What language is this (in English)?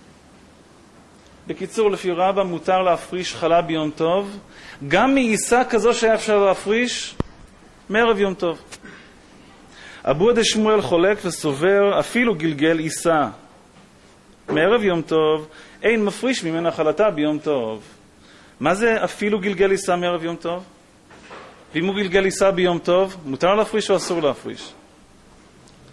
Hebrew